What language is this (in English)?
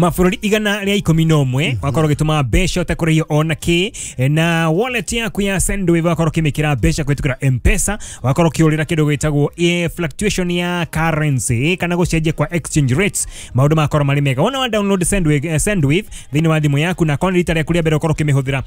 Kikuyu